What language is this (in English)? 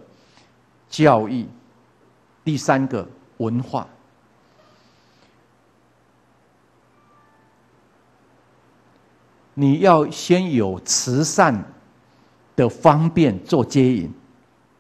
Chinese